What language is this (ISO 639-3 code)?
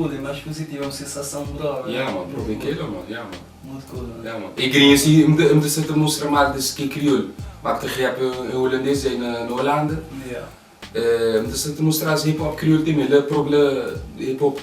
kea